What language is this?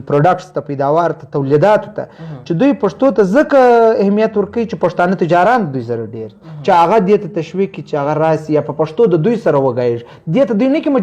Pashto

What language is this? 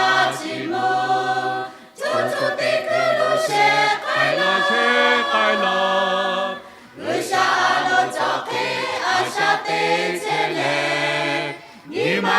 Lahu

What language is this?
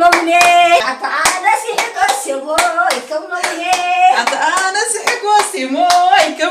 Tigrinya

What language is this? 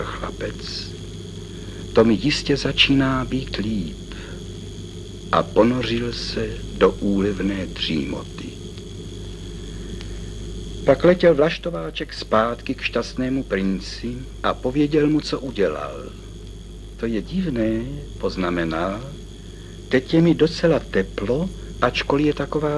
Czech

